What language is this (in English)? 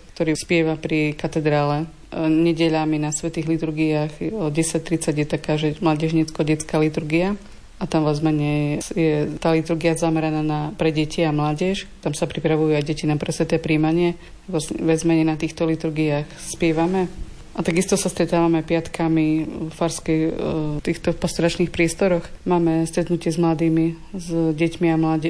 Slovak